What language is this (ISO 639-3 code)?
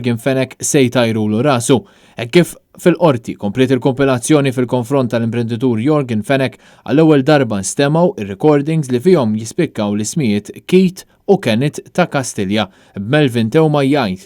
mlt